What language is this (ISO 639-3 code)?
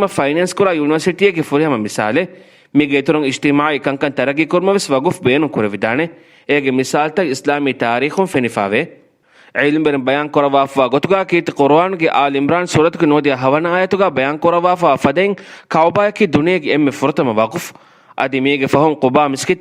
div